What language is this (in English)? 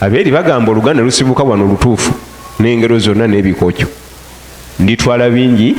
Ganda